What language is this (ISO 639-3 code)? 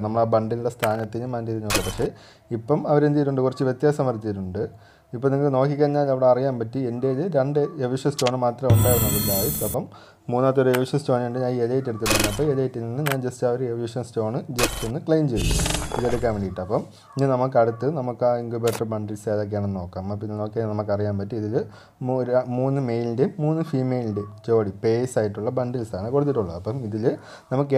mal